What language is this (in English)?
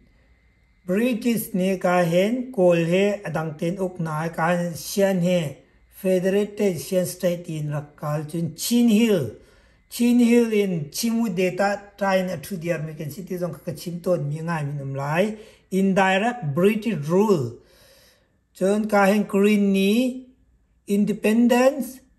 Hakha Chin